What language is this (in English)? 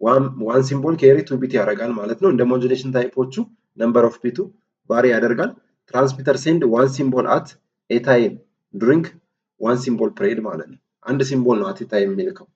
Amharic